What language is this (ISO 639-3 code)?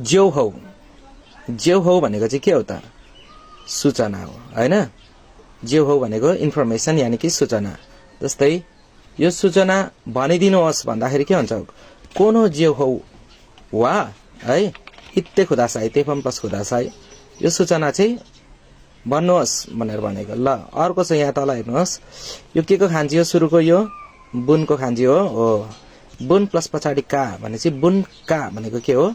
nep